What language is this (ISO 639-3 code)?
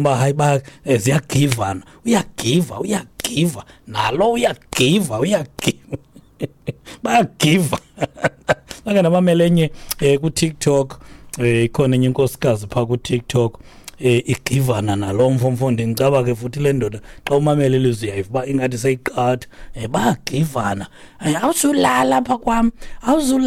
xho